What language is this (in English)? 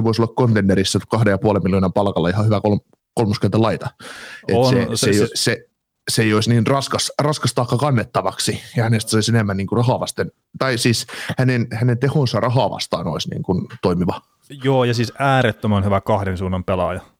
Finnish